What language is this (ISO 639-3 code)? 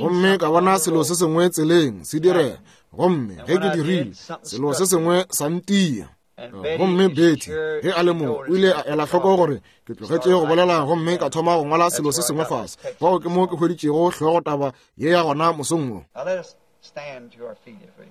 nso